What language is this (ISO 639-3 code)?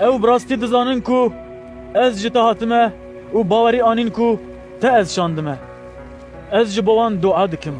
kur